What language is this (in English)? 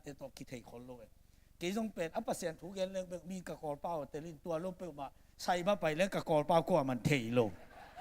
Tedim Chin